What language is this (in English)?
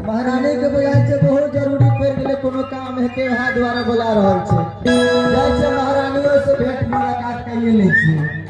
Maithili